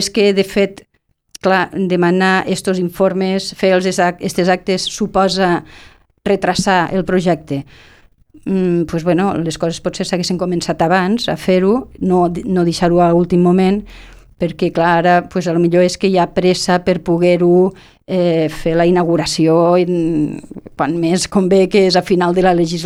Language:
Catalan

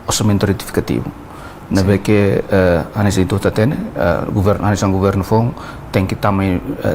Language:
Tetum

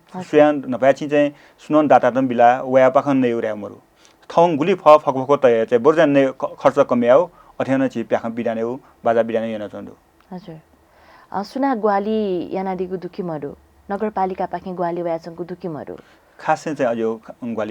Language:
Newari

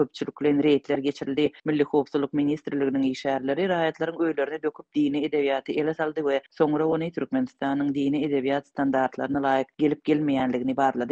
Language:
Turkmen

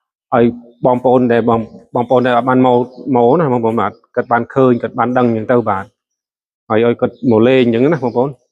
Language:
Khmer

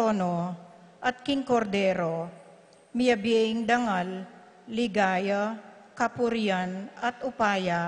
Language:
Pampanga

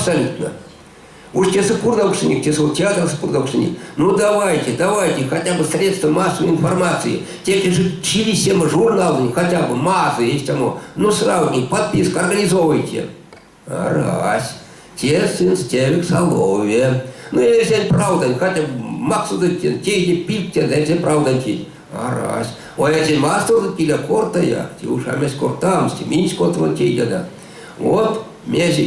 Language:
Erzya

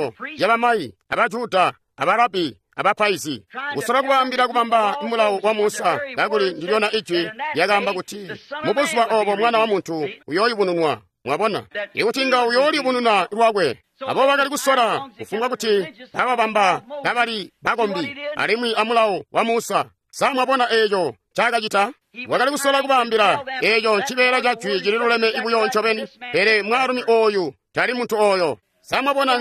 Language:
Tonga (Zambia)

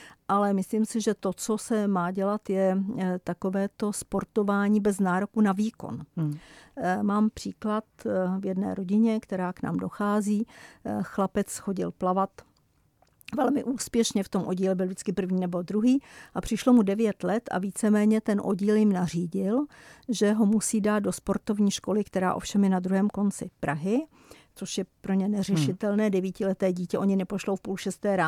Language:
Czech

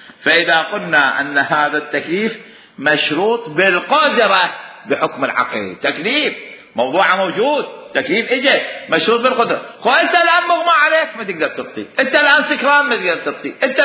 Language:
Mesopotamian Arabic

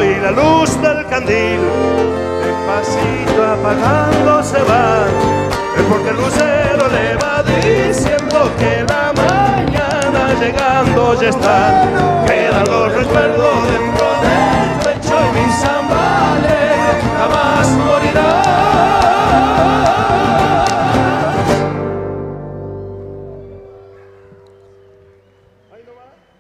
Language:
Spanish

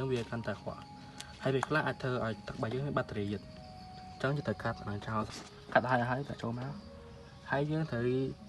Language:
Khmer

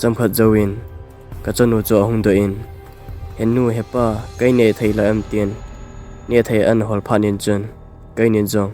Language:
Thado Chin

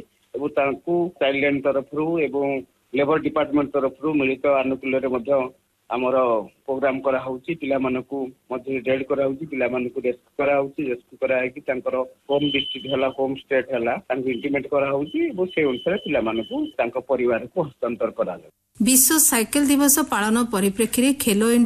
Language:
Odia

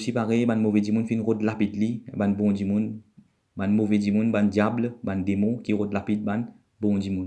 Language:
Morisyen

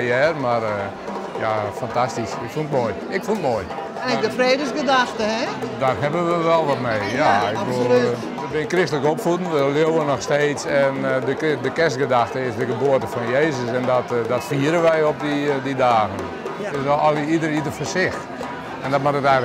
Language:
Western Frisian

